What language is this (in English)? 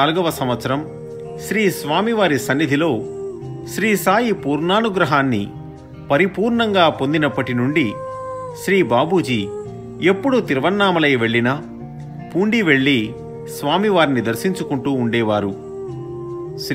Telugu